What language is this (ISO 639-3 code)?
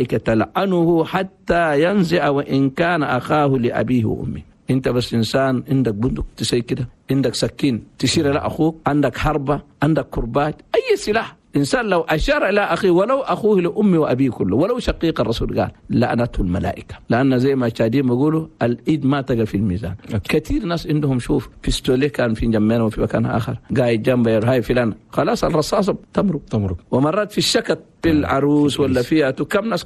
shu